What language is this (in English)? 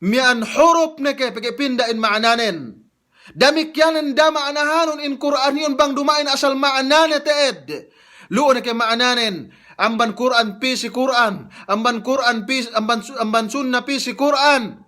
Yakan